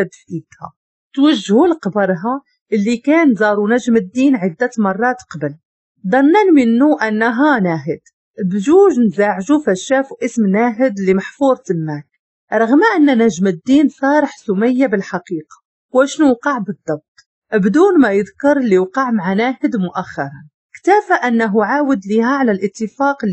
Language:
Moroccan Arabic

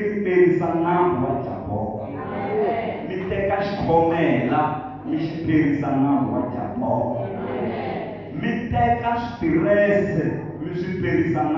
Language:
Tsonga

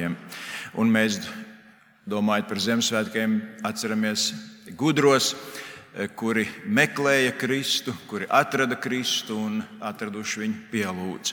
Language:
Latvian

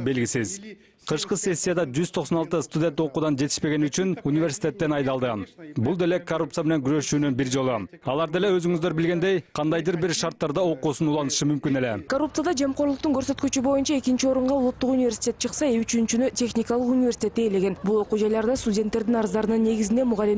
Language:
Kyrgyz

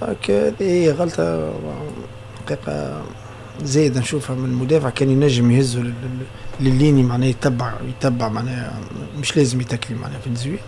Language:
Tunisian Arabic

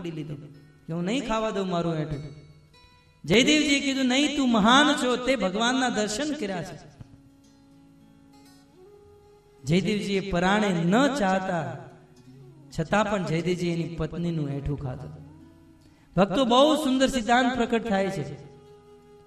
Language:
Gujarati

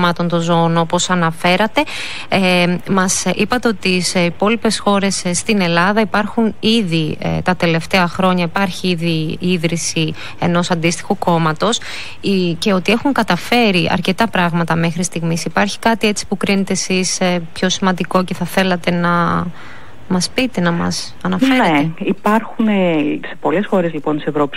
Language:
Greek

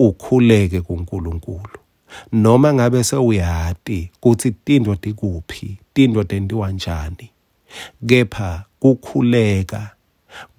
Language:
Swati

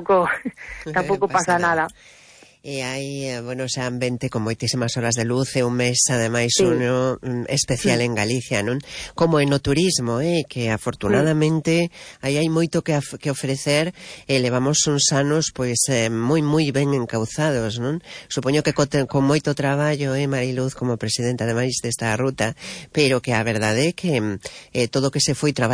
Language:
Galician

